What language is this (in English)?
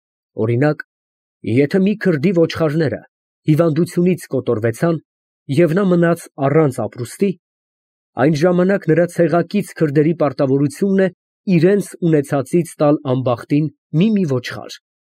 Armenian